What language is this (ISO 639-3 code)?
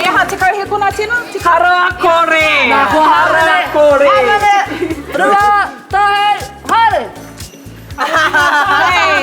mri